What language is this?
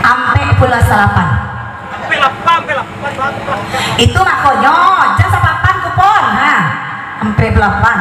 Minangkabau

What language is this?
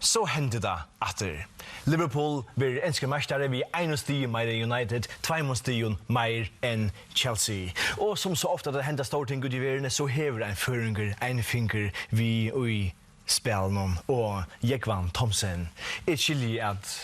Faroese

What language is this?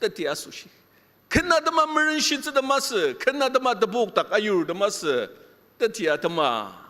Ao Naga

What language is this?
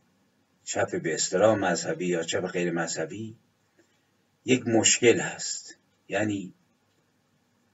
Persian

